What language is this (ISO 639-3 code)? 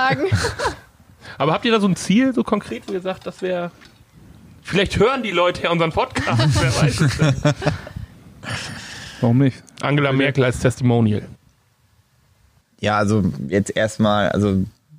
deu